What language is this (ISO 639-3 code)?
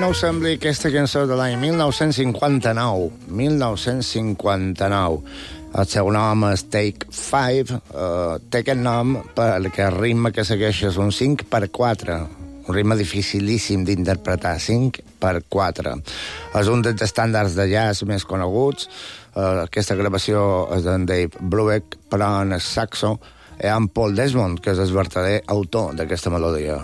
cat